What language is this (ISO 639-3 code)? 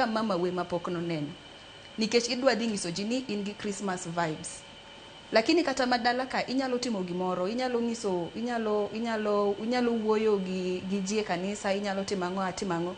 luo